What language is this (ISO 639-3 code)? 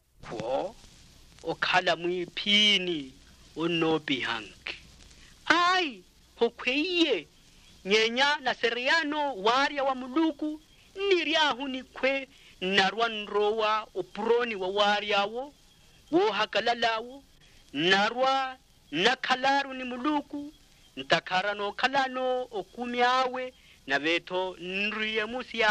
vmw